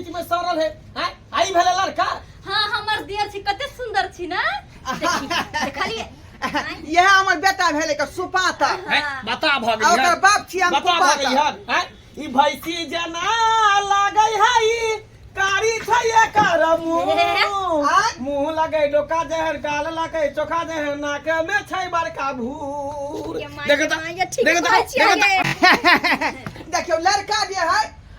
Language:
Maithili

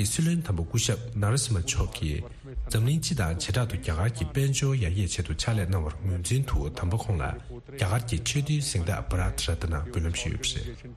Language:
Tibetan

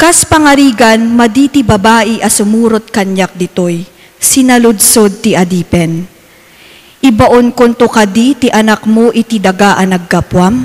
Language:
Iloko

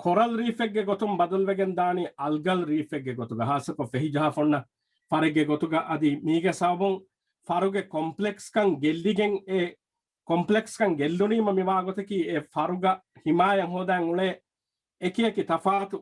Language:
Divehi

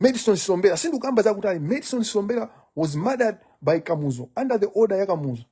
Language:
Nyanja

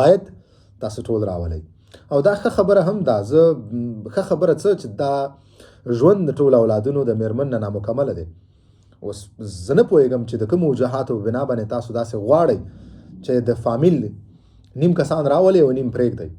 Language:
Pashto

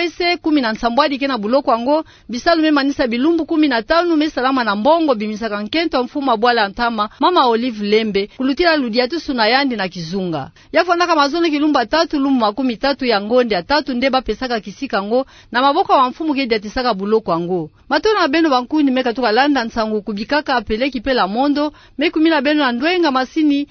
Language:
Kituba (Democratic Republic of Congo)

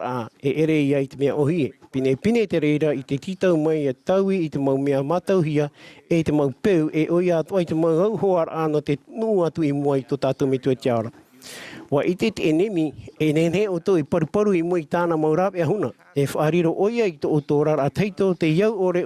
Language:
Tahitian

